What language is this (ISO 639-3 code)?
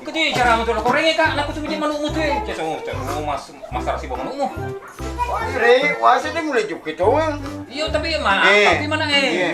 bug